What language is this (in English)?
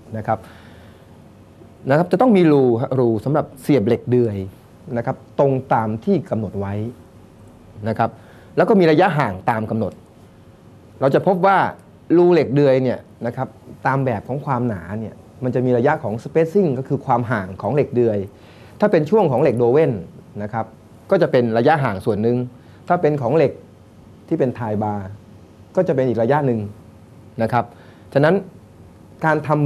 Thai